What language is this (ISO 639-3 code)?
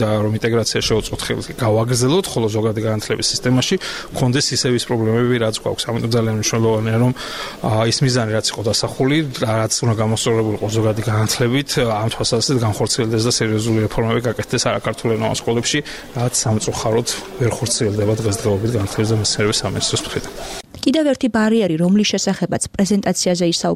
kat